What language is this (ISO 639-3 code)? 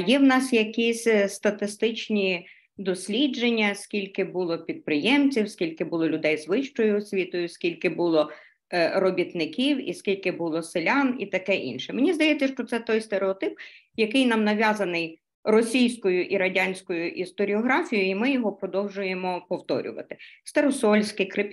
ukr